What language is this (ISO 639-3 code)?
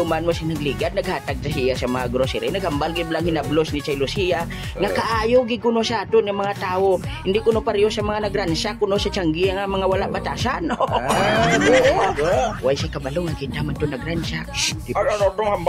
hil